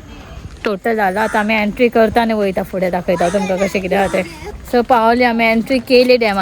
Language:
Konkani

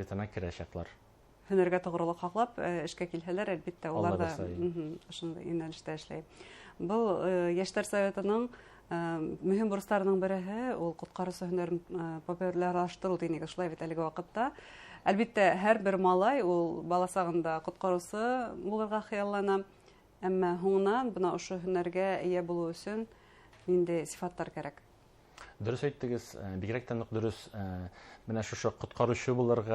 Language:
Bashkir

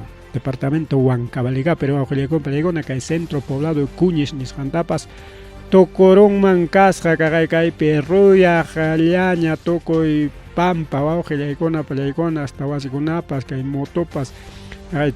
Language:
Ayacucho Quechua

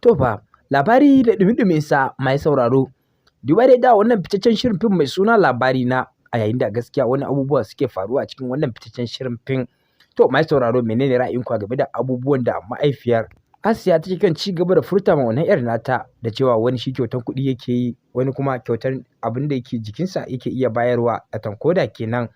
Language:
Hausa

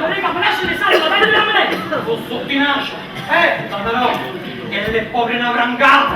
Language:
Neapolitan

